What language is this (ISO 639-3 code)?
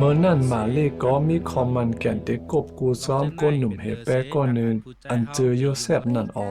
shn